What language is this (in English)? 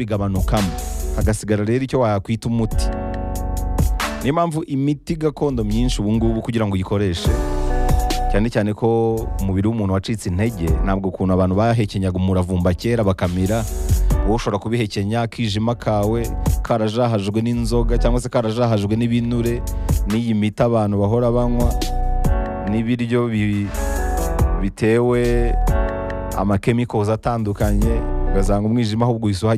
Kinyarwanda